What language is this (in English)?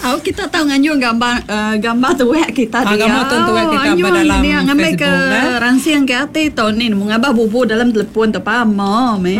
Iban